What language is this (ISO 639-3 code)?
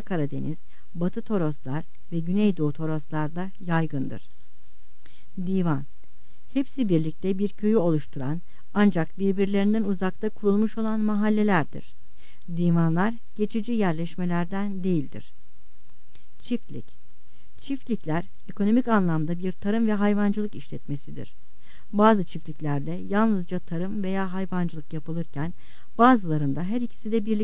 tur